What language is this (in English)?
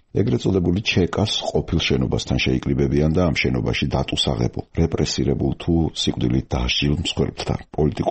Georgian